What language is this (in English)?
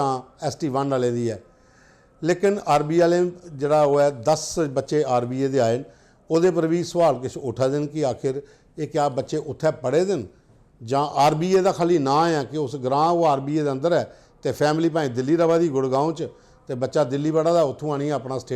Dogri